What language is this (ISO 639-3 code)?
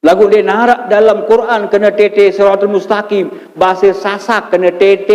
sas